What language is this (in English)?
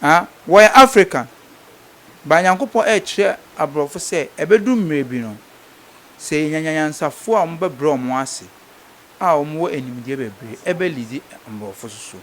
Akan